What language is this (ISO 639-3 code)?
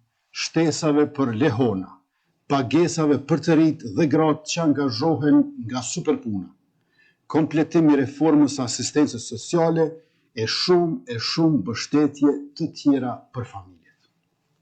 sqi